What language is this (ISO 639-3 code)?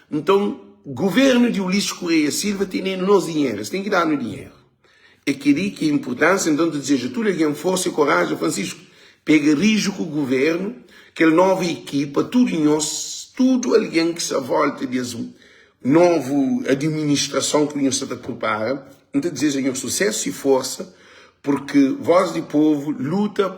kea